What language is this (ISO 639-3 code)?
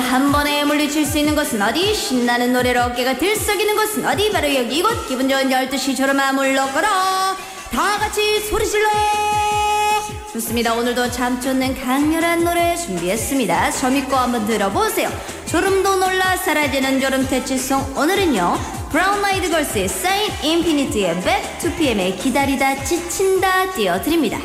kor